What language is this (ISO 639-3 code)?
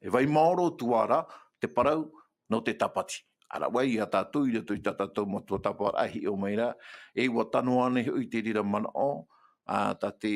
tah